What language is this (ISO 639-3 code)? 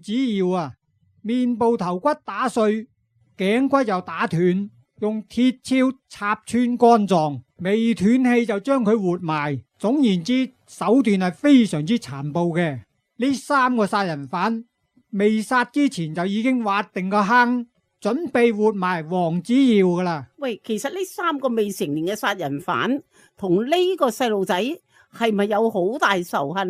yue